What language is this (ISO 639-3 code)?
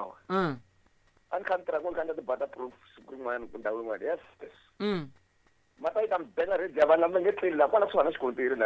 tso